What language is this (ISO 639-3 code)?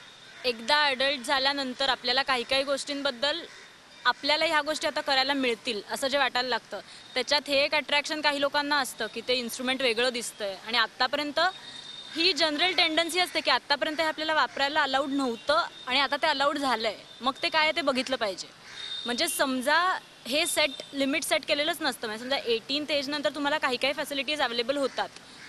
mar